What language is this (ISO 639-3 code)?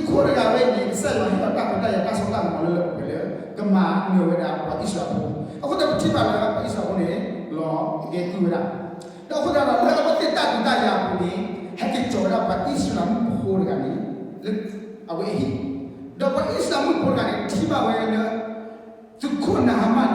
ksw